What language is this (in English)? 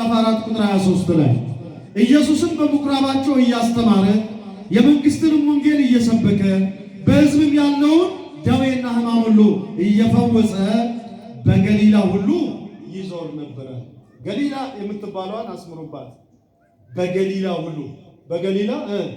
Amharic